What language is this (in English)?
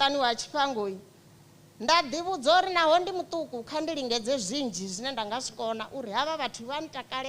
Venda